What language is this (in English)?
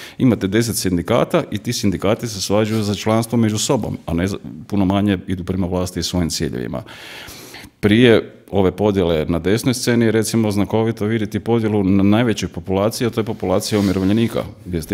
Croatian